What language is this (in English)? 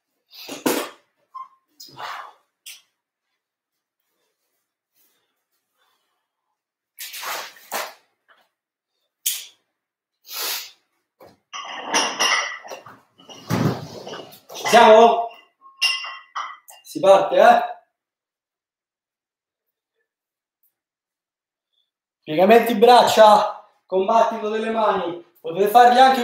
Italian